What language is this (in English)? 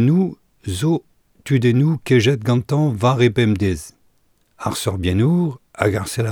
Breton